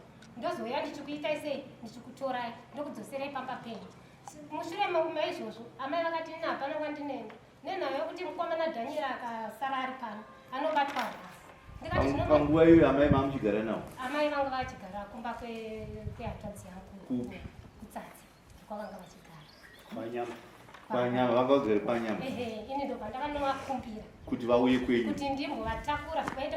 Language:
Shona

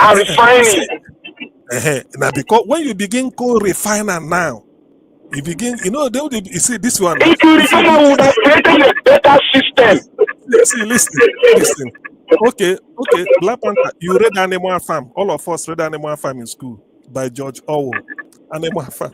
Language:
Nigerian Pidgin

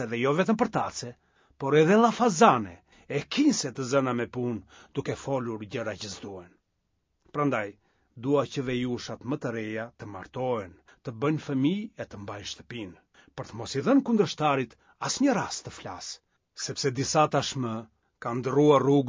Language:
Albanian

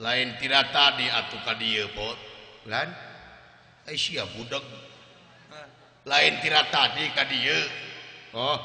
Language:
Sundanese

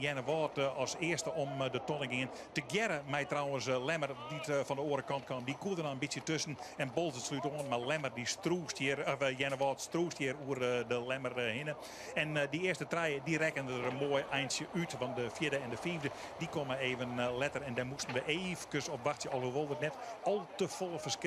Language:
Western Frisian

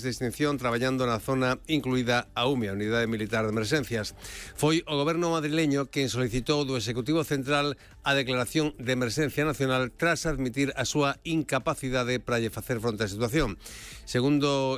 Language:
Galician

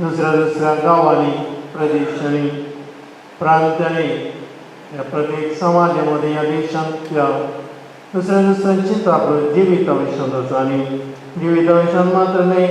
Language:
Konkani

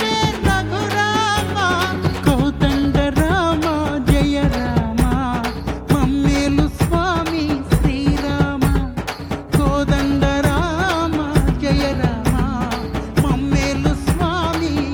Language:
Telugu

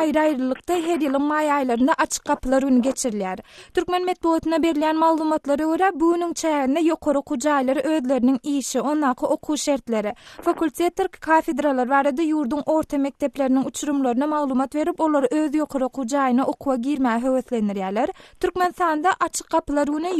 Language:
Turkmen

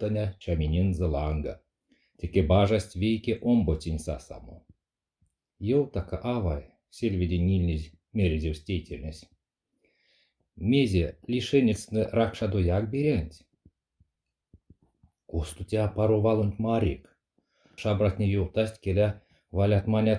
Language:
Erzya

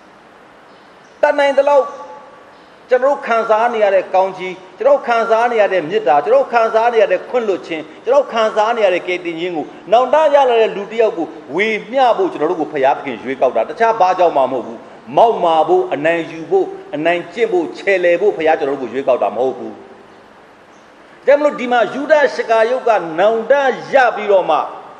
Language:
Burmese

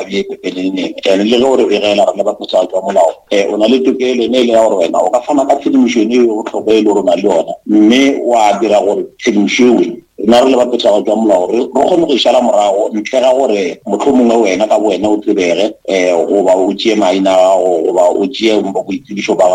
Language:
Northern Sotho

